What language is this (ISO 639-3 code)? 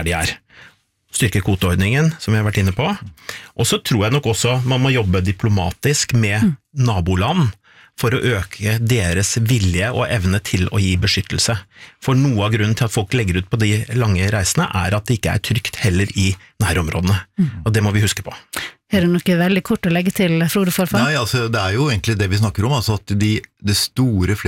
nor